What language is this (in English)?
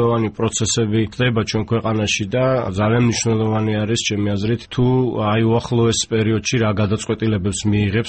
Georgian